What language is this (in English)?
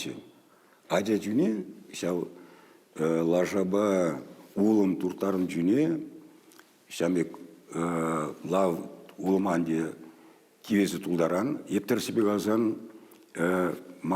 Chuvash